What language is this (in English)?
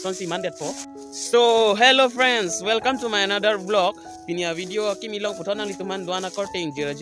Karbi